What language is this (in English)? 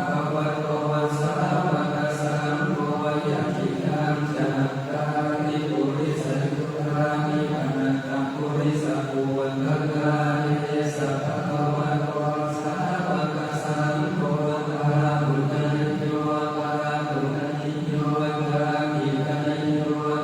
Pali